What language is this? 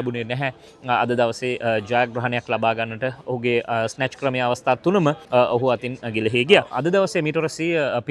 Sinhala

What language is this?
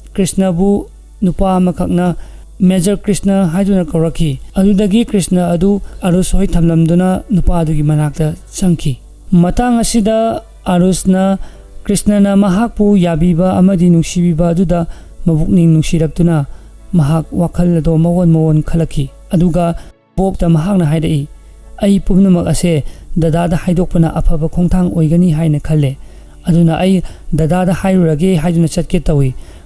Manipuri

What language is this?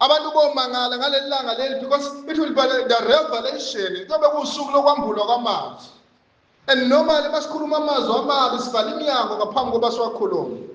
Zulu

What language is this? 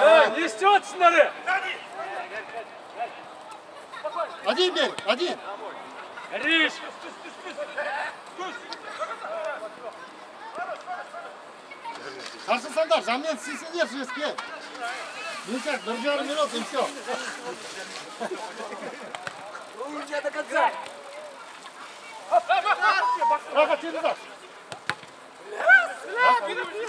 Kazakh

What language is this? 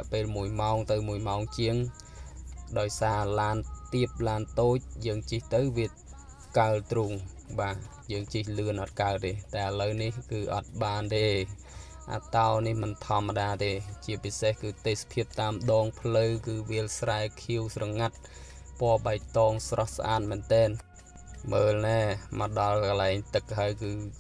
Khmer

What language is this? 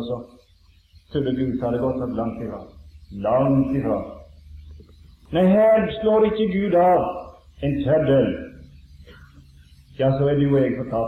Norwegian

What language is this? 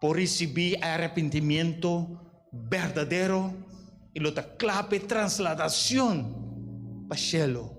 Papiamento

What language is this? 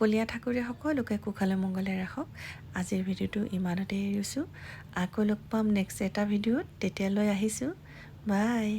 Assamese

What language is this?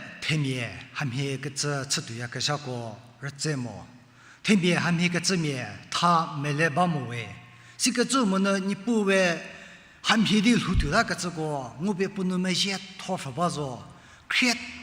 Angami Naga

